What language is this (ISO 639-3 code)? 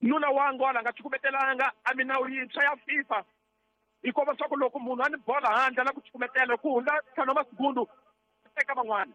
tso